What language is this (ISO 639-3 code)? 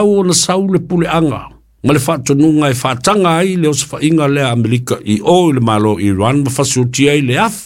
smo